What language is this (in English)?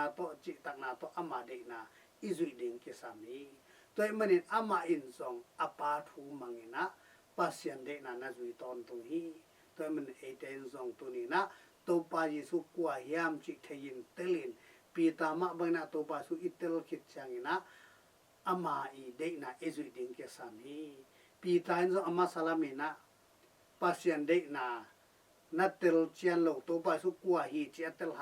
Tedim Chin